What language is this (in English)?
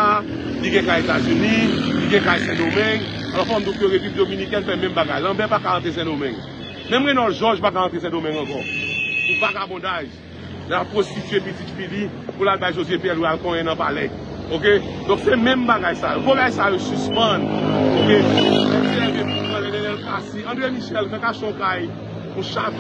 Haitian Creole